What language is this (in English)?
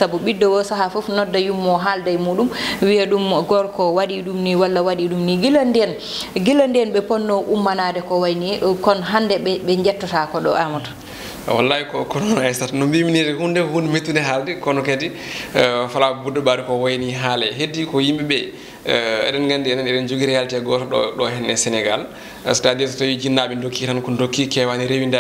Fula